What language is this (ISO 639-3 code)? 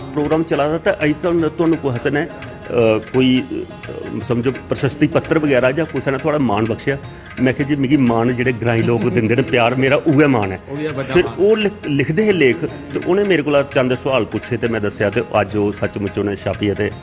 doi